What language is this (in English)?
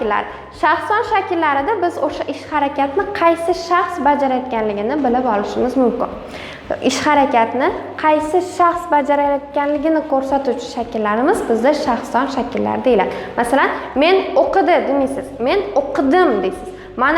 Uzbek